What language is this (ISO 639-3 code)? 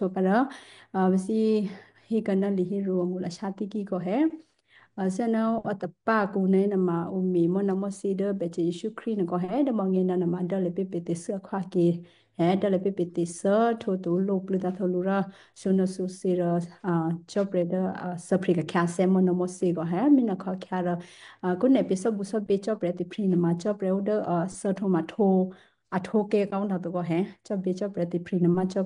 kyu